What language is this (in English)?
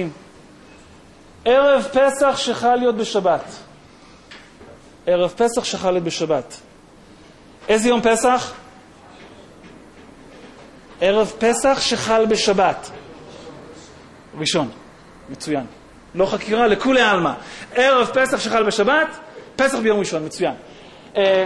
Hebrew